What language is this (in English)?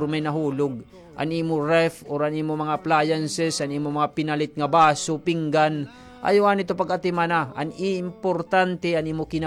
Waray